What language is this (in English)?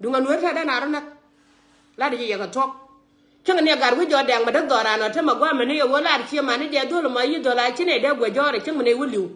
Nuer